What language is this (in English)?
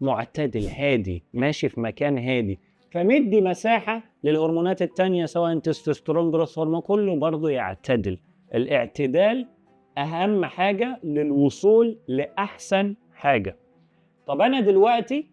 Egyptian Arabic